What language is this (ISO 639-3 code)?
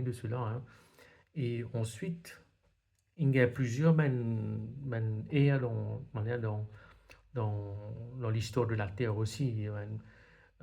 mfe